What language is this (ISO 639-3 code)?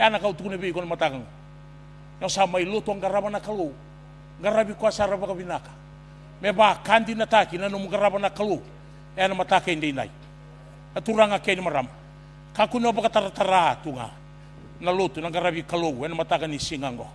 fij